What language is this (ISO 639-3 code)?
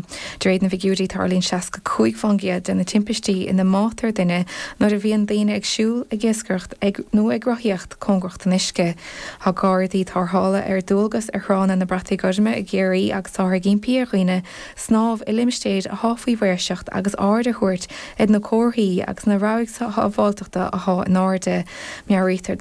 gle